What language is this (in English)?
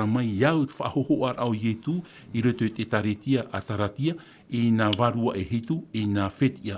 Tahitian